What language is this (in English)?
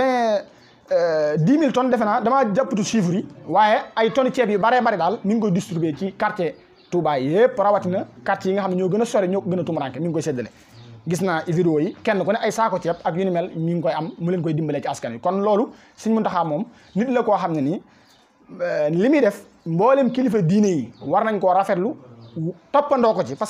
Wolof